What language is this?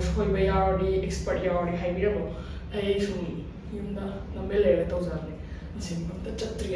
Manipuri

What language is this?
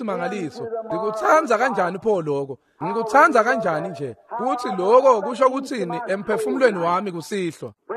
Swati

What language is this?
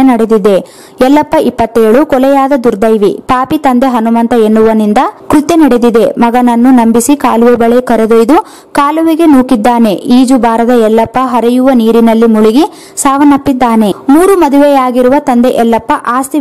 Kannada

